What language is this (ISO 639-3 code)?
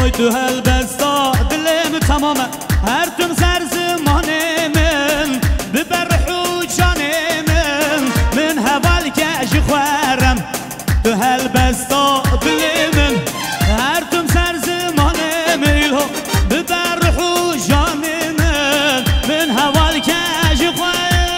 kur